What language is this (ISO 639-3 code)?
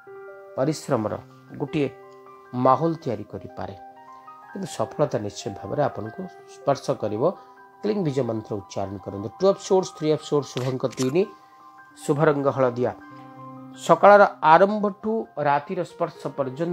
ori